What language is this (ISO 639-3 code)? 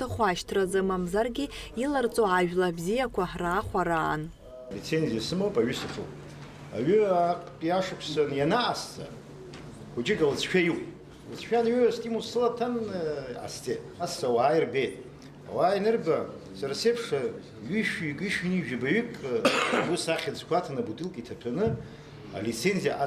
abk